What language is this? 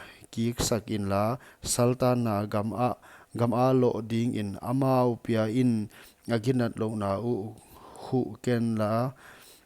Paite Chin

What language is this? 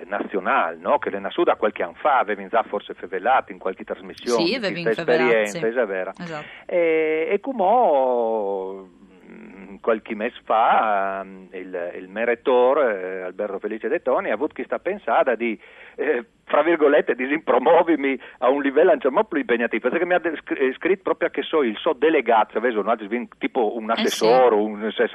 Friulian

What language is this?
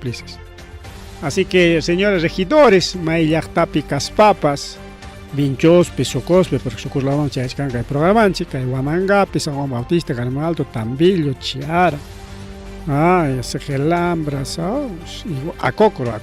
Ayacucho Quechua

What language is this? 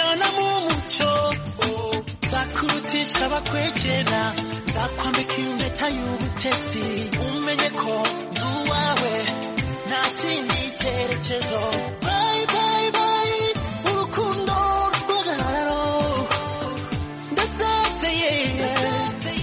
Kinyarwanda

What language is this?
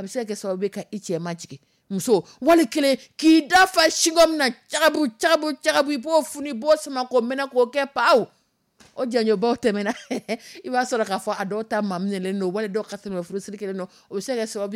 Dyula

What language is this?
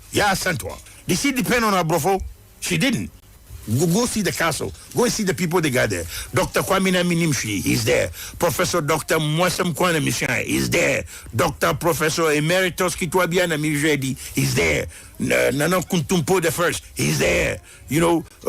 Akan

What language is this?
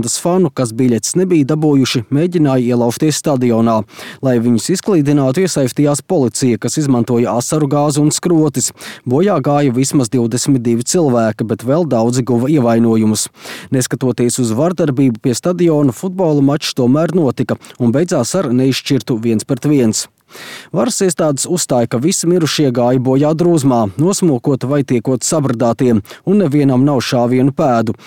Latvian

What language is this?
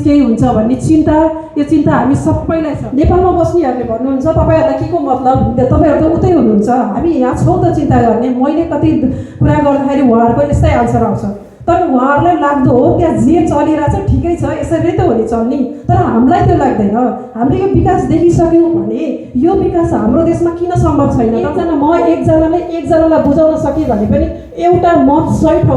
Nepali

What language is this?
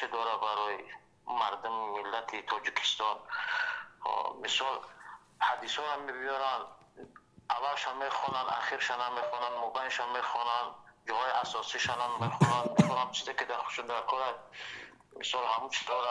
Persian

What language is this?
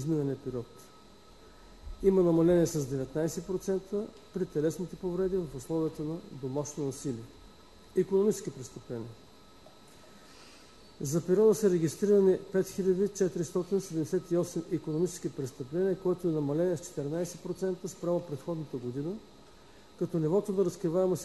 Bulgarian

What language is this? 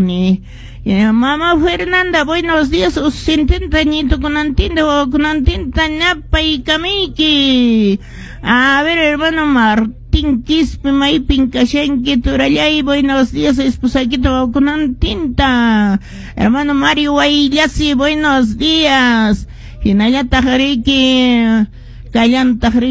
Quechua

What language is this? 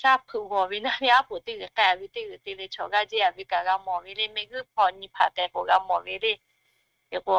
Lahu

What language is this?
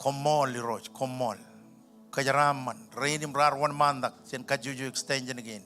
Marshallese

